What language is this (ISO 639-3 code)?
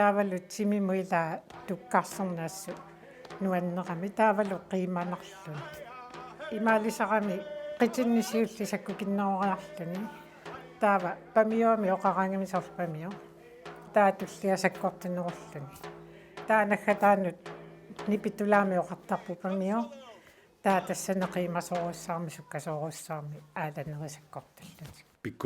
kal